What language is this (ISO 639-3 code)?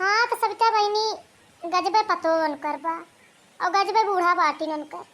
bho